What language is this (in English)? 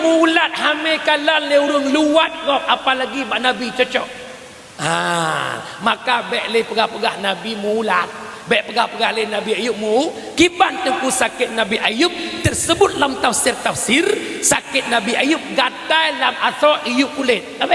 Achinese